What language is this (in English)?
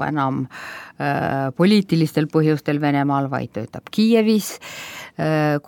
Estonian